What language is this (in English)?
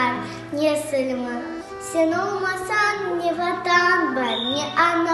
Crimean Tatar